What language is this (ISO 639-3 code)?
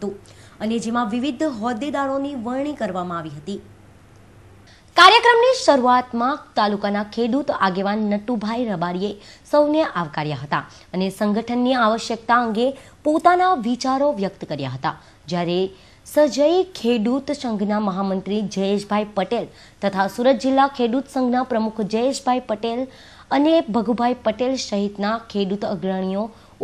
guj